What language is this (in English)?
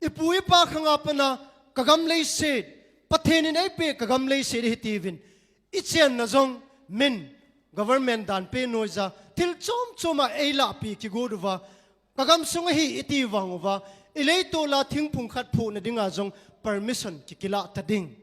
Thado Chin